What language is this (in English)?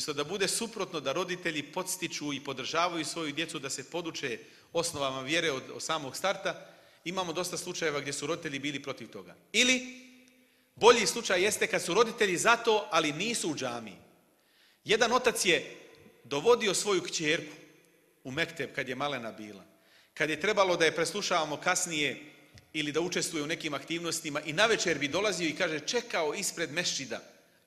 Bosnian